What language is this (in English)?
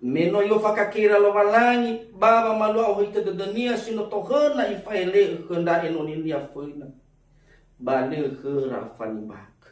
Nias